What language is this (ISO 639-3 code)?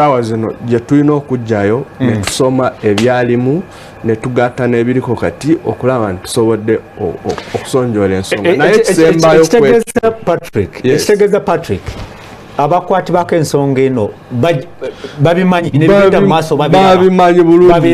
lug